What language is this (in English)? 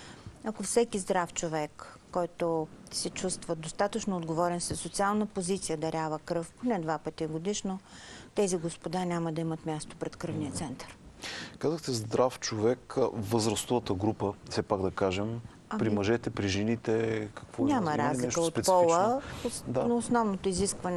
Bulgarian